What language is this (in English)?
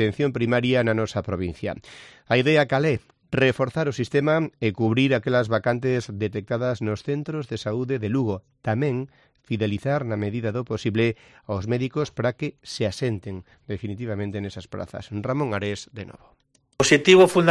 Galician